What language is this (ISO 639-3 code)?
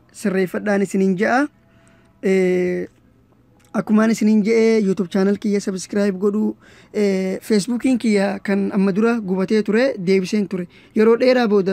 orm